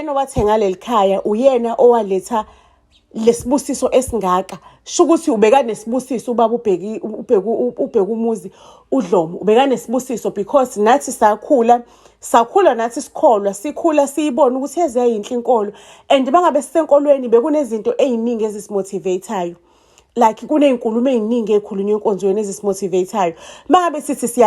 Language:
Zulu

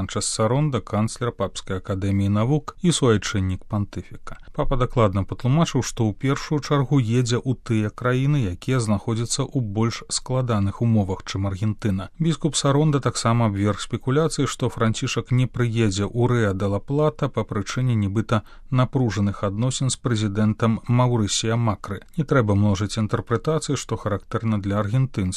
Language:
Belarusian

